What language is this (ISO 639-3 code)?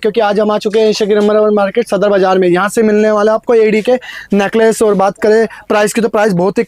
hin